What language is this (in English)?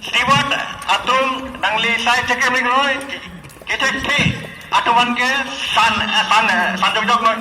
Karbi